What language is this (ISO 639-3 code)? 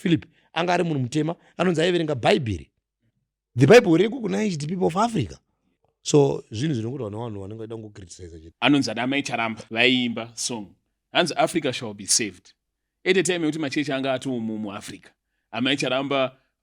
sna